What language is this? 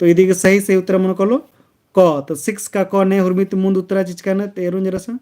Kurukh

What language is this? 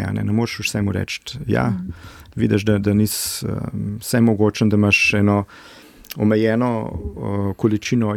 Slovenian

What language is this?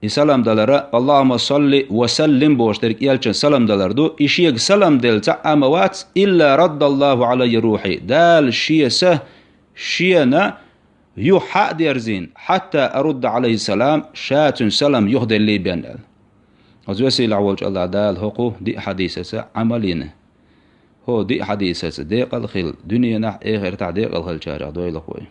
Chechen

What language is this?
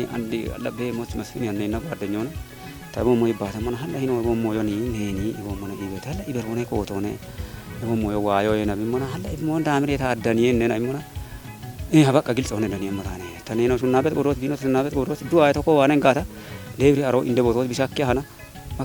Kafa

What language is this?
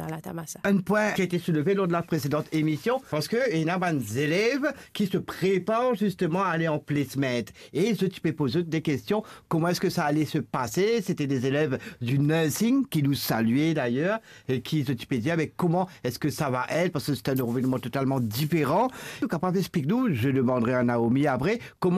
Morisyen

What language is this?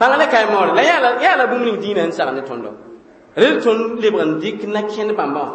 Mossi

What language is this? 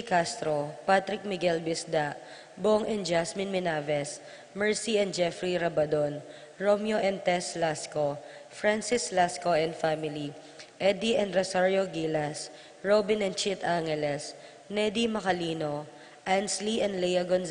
Pampanga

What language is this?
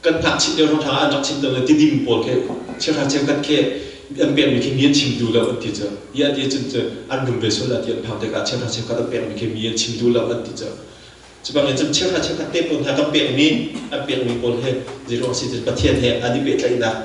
Hakha Chin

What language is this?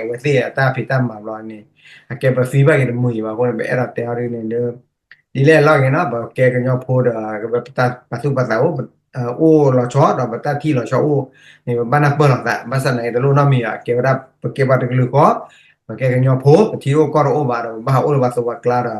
S'gaw Karen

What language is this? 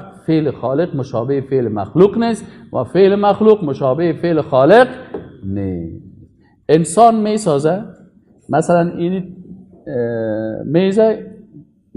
Persian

